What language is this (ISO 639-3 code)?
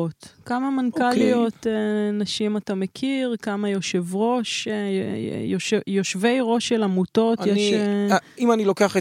heb